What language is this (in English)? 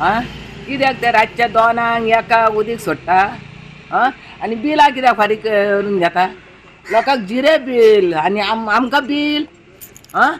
Konkani